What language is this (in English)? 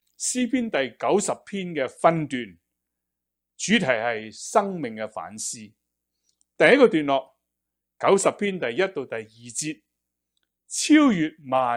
Cantonese